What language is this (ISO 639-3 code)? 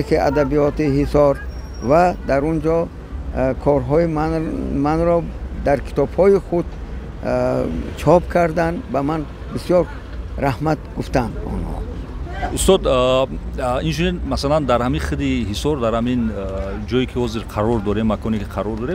tgk